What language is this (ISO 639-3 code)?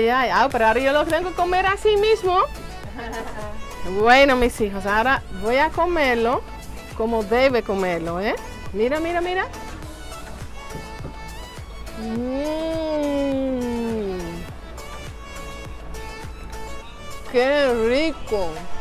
spa